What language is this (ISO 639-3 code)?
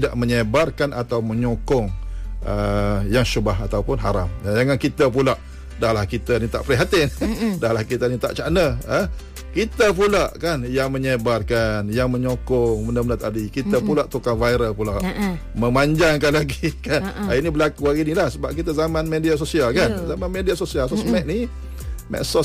msa